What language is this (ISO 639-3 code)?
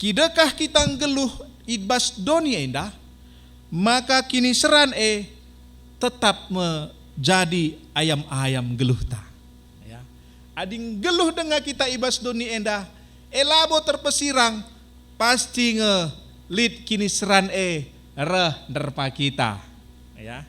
btx